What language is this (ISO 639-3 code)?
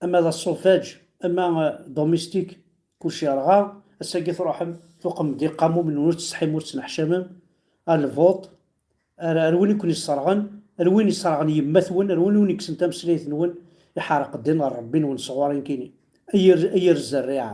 kab